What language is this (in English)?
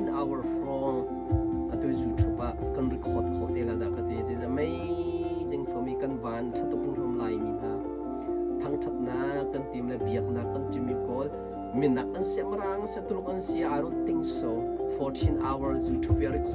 Hakha Chin